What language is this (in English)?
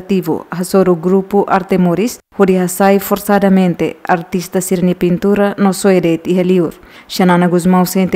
Tetum